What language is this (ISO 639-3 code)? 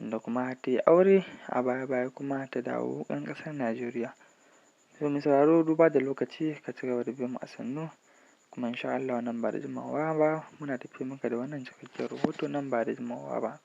hau